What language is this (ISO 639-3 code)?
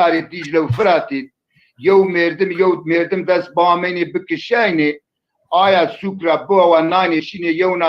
zza